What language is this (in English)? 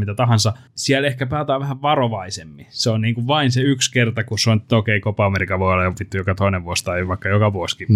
Finnish